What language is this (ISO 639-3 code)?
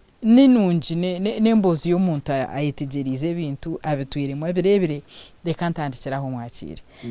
nyn